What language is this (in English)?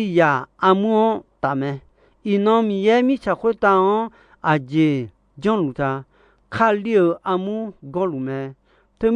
Akha